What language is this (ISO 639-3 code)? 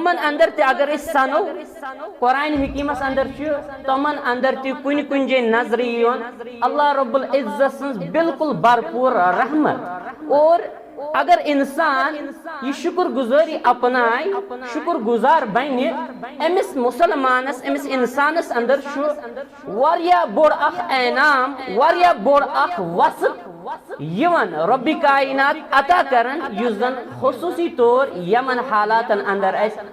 kas